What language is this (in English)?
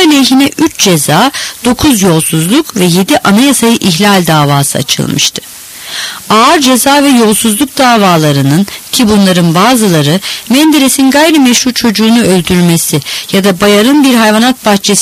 Turkish